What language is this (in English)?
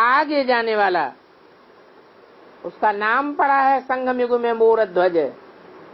Hindi